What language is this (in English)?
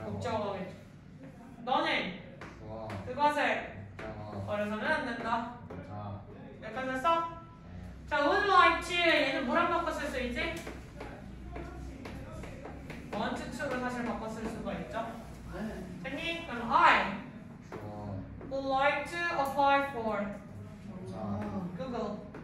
Korean